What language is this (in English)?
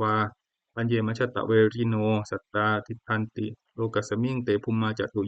Pali